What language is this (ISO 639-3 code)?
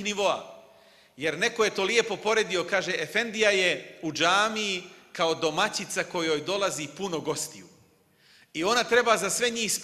bos